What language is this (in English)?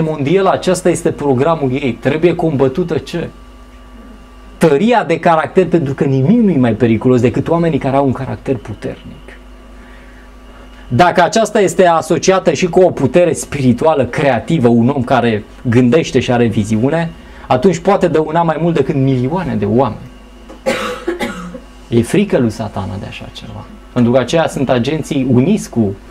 Romanian